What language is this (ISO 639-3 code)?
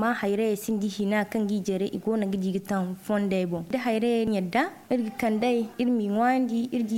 dje